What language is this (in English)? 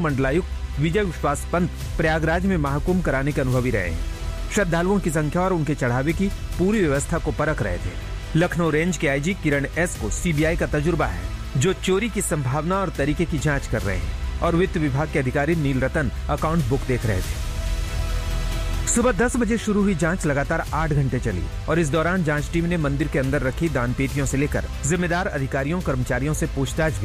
Hindi